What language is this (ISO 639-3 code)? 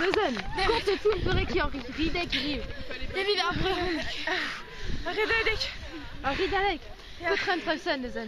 bre